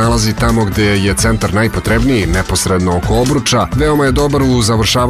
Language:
Serbian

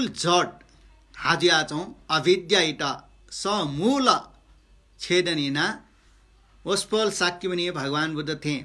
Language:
Newari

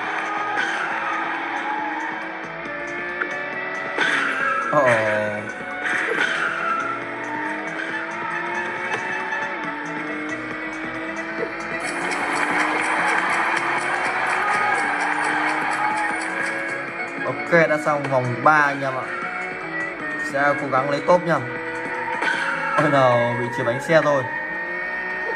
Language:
Vietnamese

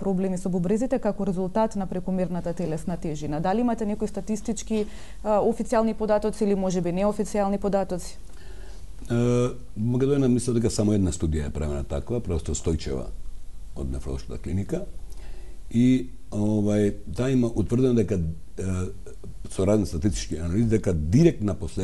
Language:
Macedonian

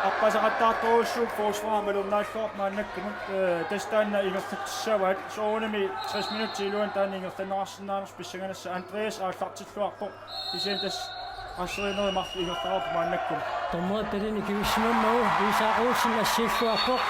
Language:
Kalaallisut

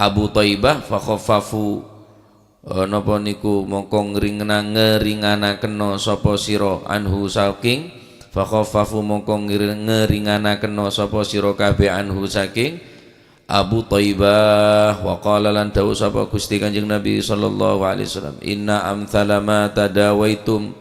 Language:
Madurese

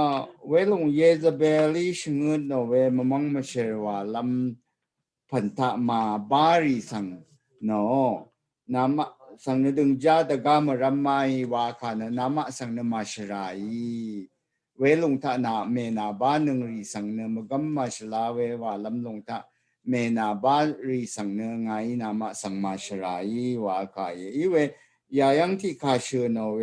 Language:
Rawang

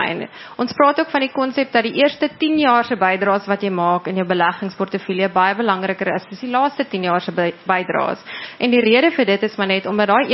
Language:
Afrikaans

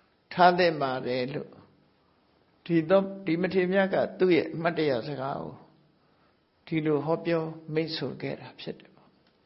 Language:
Burmese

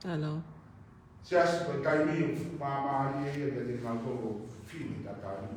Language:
Tongan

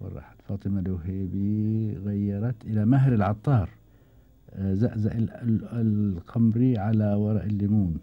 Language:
Gulf Arabic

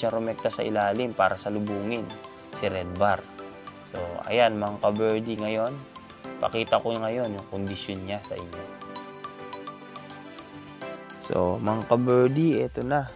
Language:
Filipino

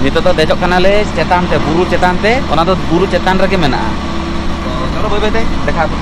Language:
Santali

